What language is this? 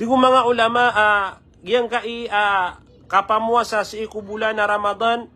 Maranao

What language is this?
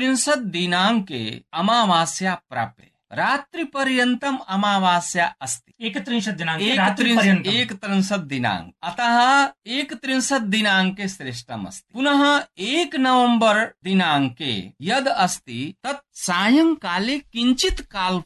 Sanskrit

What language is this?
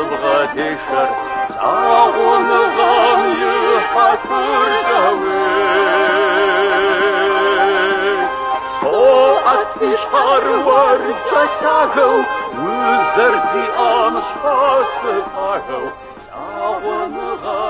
Kabardian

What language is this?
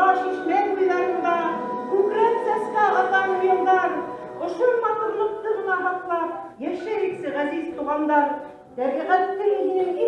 Bashkir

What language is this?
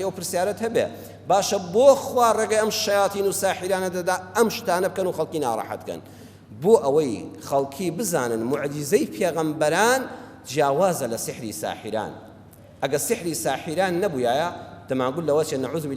Central Kurdish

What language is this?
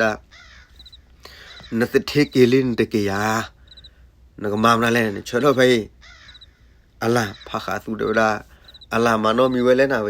S'gaw Karen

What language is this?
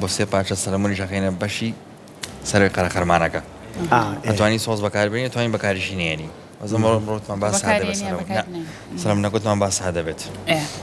Central Kurdish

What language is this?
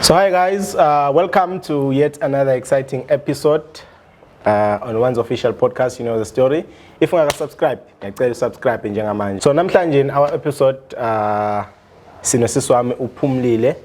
Zulu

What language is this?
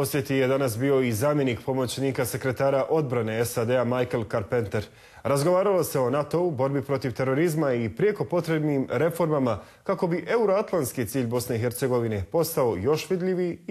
Bosnian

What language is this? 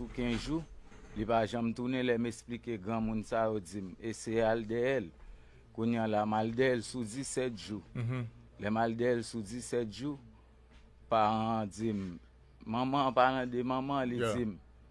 Haitian Creole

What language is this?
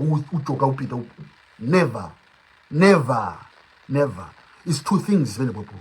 Nyanja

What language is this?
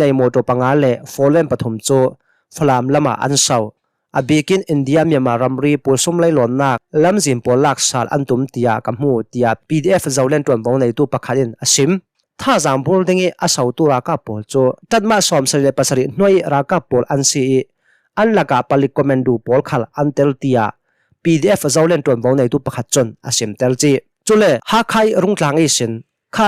Hakha Chin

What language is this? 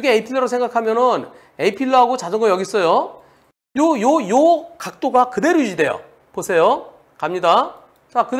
Korean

